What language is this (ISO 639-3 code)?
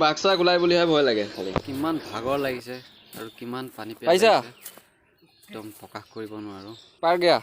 asm